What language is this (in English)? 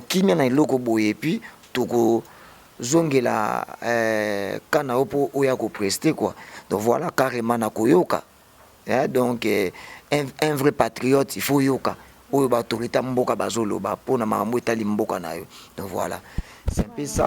Lingala